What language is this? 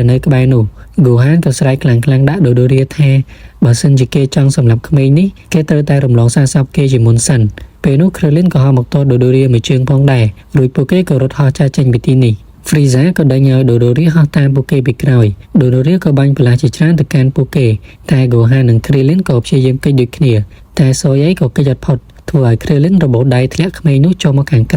Khmer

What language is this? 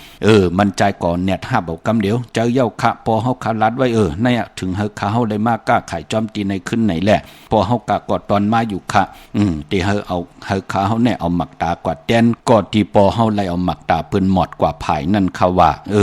Shan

